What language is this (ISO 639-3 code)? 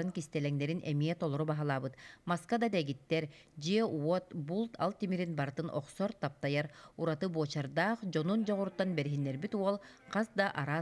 sah